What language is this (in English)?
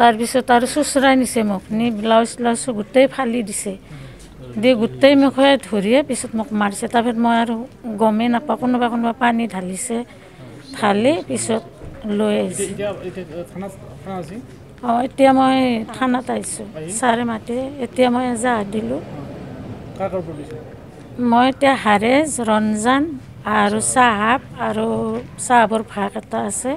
Assamese